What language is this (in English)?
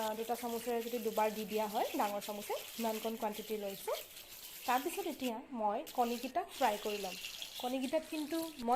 Assamese